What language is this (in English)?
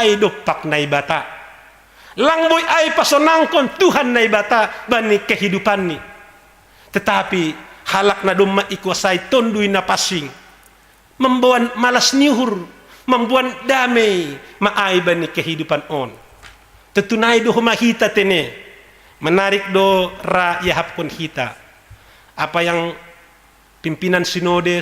Batak Simalungun